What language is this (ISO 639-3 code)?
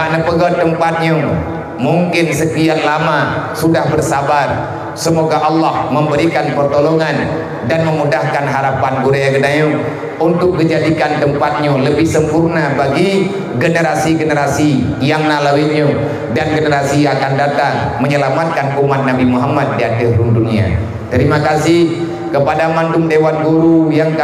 ace